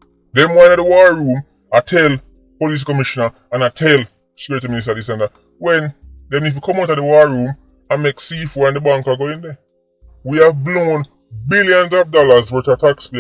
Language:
Jamaican Creole English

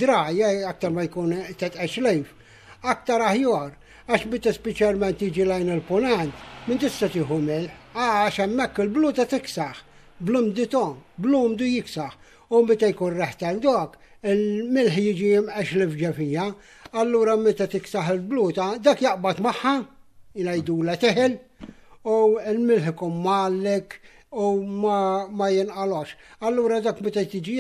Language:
Maltese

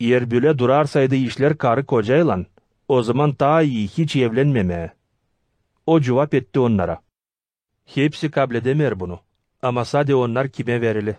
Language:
Gagauz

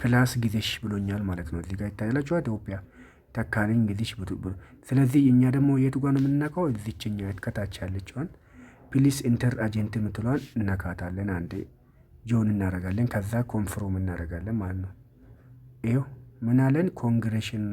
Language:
Amharic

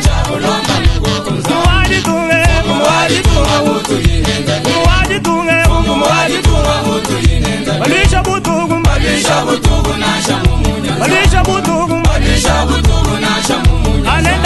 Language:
Luba-Lulua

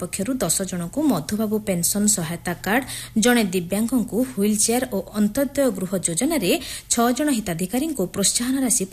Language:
Odia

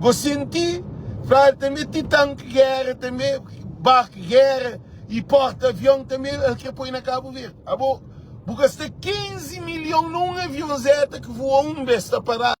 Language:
Kabuverdianu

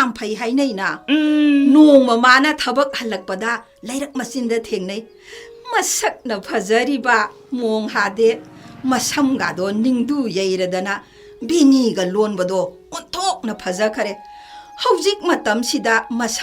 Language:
Manipuri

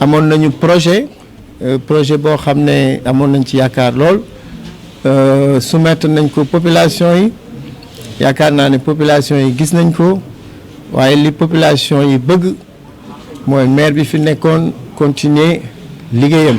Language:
Wolof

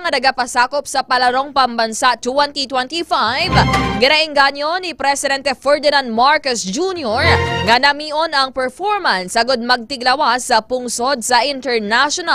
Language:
Hiligaynon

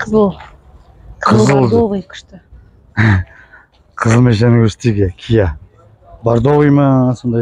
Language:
Kazakh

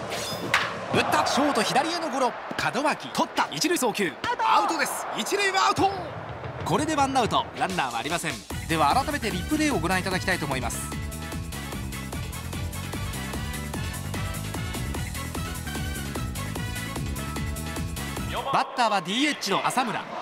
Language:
Japanese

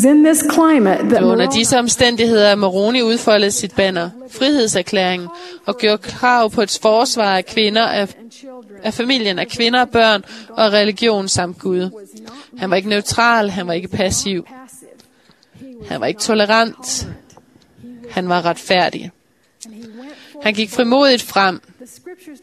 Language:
Danish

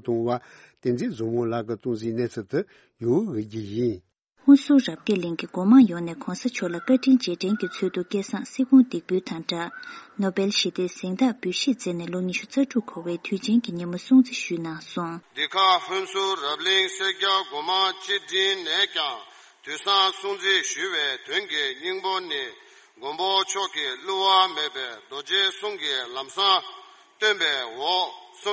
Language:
Tibetan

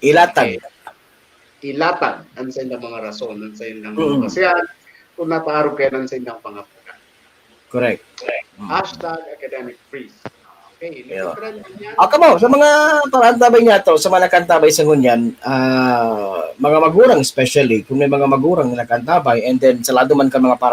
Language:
Bikol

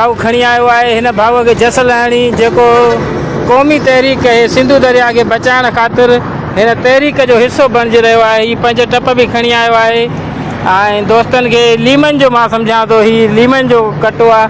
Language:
Sindhi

